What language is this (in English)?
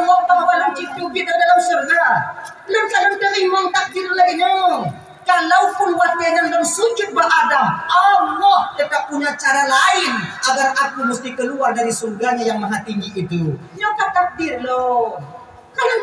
Achinese